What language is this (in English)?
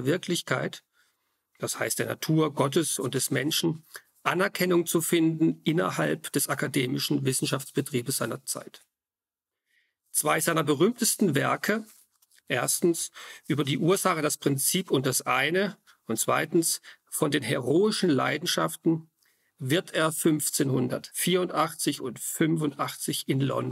German